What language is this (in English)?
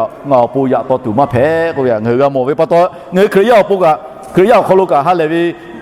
Lahu